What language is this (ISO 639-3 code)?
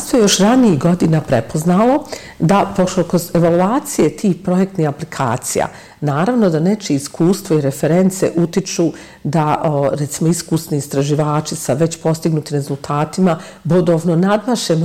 bos